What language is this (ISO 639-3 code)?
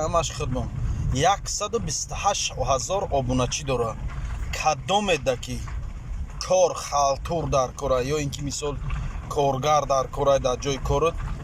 tgk